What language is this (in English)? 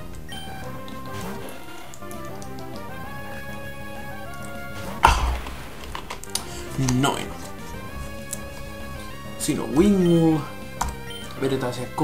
Finnish